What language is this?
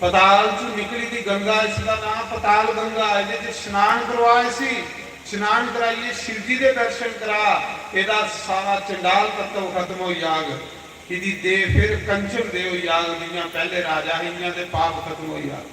Dogri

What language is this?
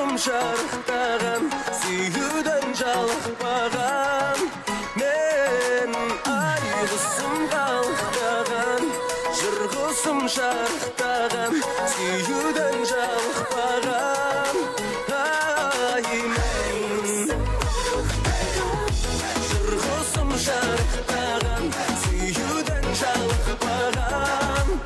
Kazakh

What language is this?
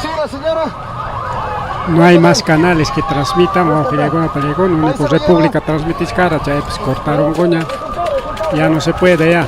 Ayacucho Quechua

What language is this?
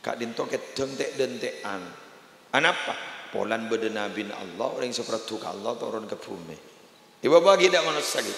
Madurese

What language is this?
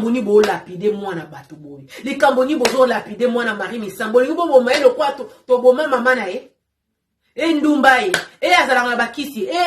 Lingala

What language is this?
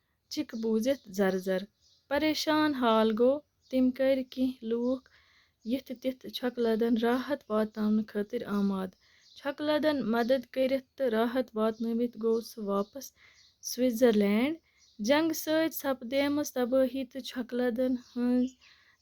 Kashmiri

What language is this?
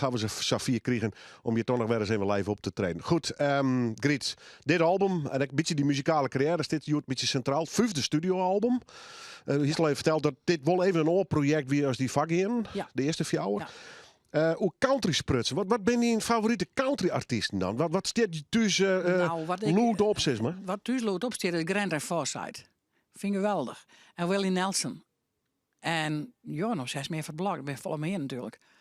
Western Frisian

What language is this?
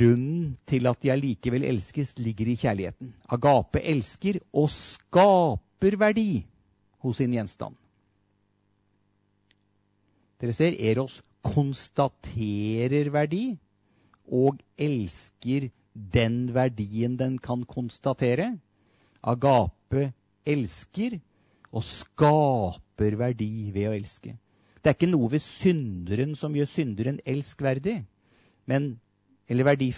Norwegian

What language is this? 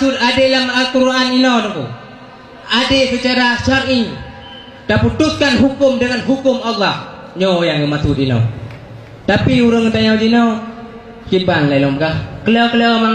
Achinese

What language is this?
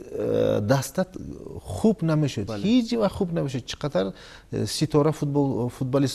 Tajik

